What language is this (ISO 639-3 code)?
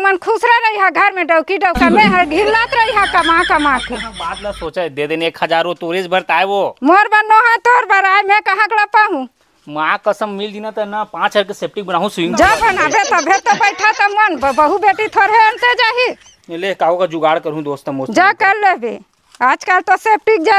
hne